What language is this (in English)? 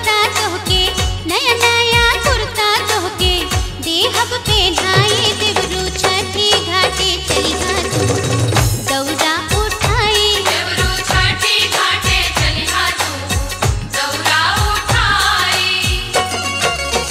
Bhojpuri